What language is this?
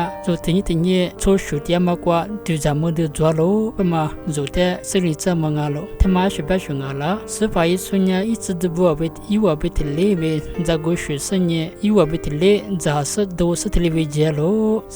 Lisu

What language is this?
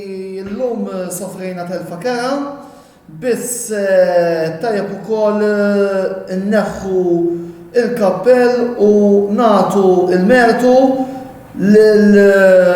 Maltese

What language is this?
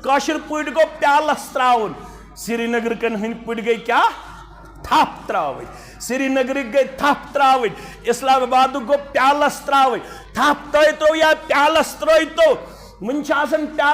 Kashmiri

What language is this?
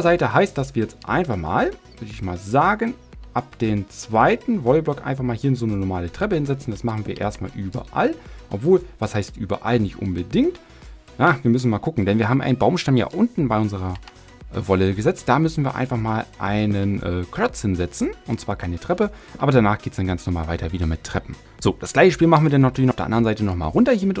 German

